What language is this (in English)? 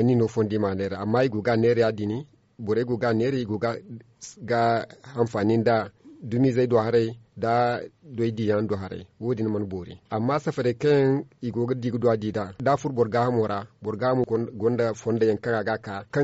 Zarma